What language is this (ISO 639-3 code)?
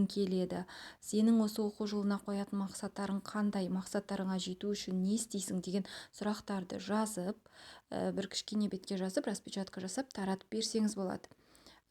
kaz